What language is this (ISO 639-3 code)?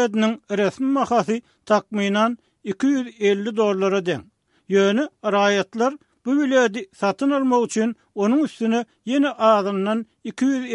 tuk